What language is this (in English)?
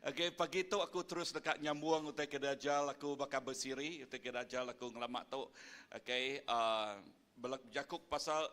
Iban